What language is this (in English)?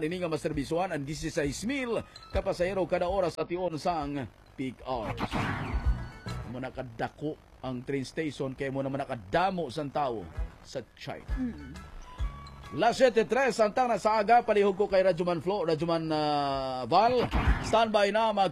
Hiligaynon